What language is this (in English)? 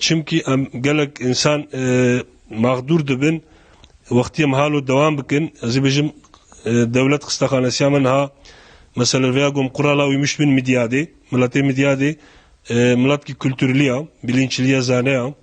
Kurdish